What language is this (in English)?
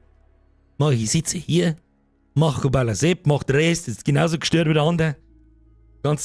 Bavarian